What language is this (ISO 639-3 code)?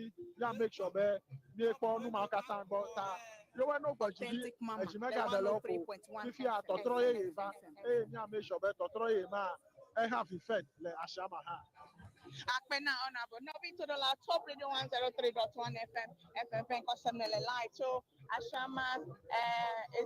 ewe